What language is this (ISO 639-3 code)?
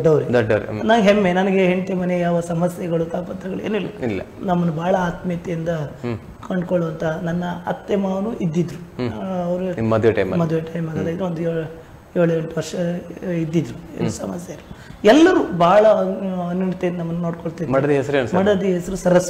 kan